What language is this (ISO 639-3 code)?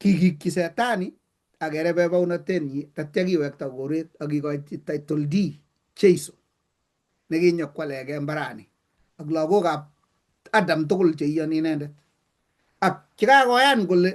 kln